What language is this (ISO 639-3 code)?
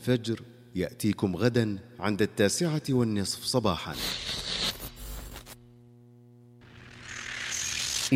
ara